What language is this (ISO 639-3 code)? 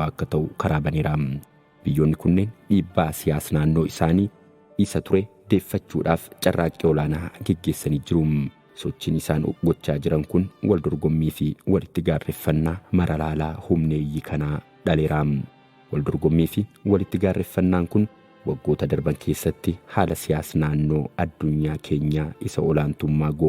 orm